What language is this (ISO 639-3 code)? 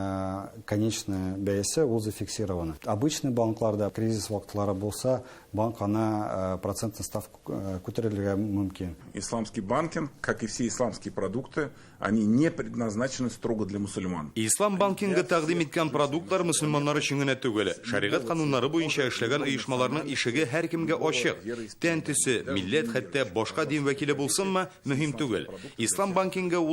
tat